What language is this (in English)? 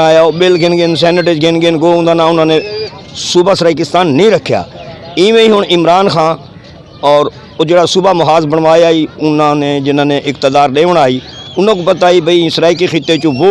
Saraiki